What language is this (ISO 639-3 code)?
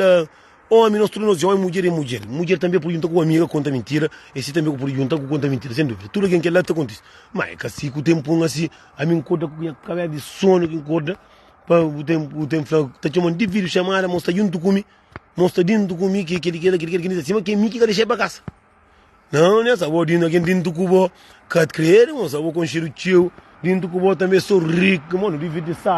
kea